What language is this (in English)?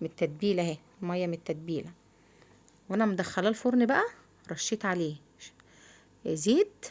Egyptian Arabic